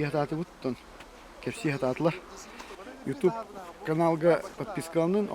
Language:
Yakut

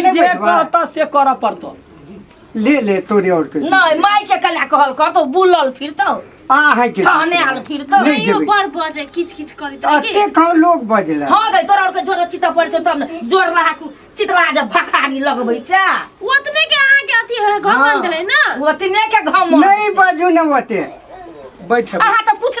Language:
Maithili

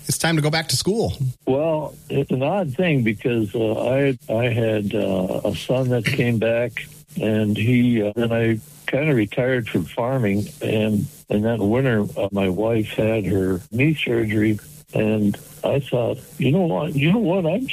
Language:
English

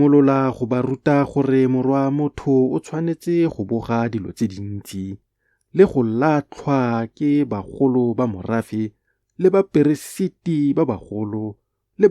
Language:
Tswana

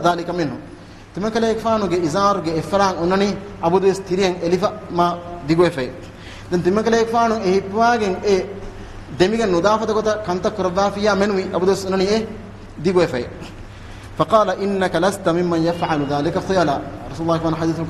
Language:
Divehi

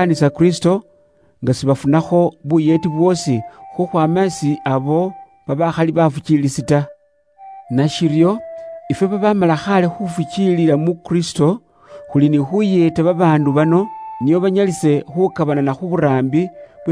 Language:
Luyia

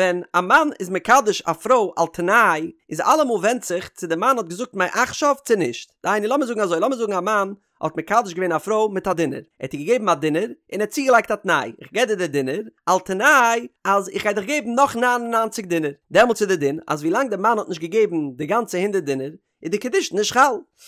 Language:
Yiddish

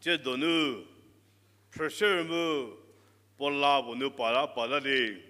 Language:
Angami Naga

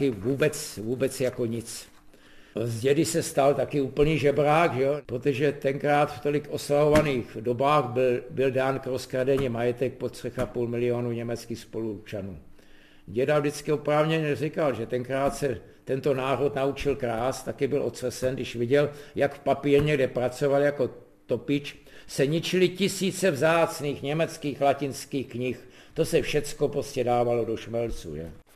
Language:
Czech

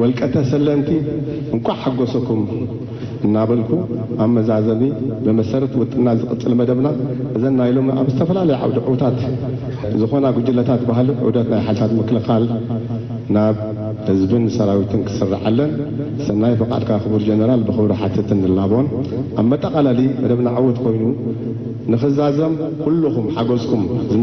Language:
Tigrinya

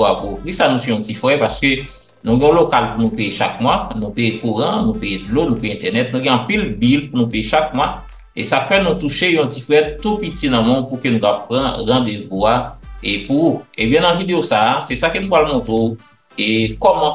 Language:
Haitian Creole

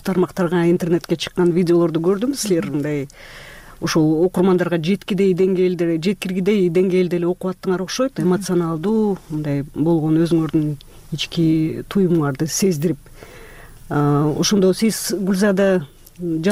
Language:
Kyrgyz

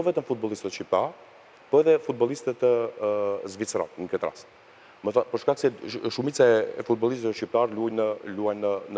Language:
Albanian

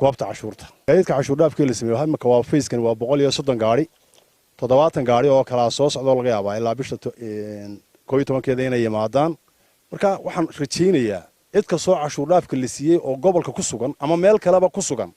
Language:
Somali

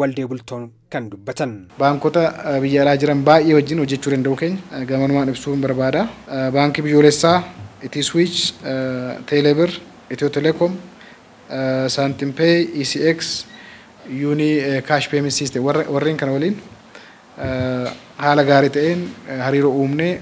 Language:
Oromo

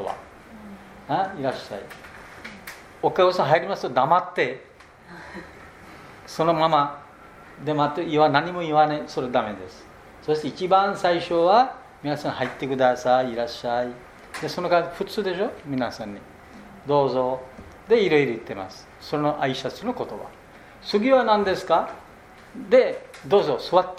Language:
Japanese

